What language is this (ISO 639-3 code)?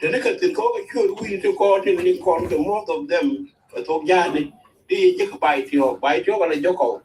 nus